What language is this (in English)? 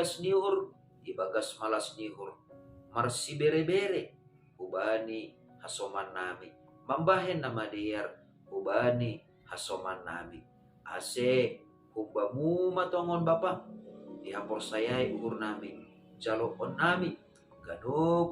Batak Simalungun